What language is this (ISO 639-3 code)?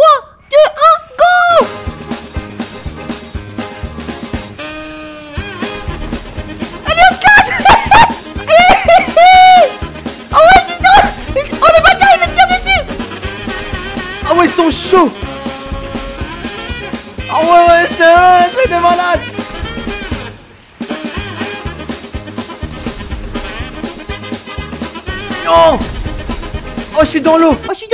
fra